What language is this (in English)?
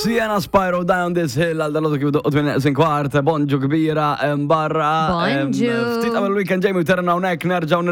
Maltese